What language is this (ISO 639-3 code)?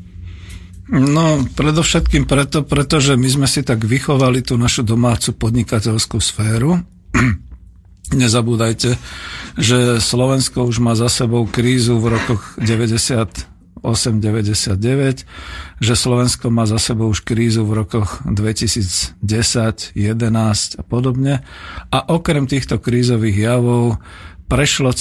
slk